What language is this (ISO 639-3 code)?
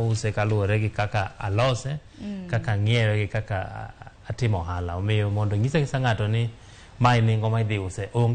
luo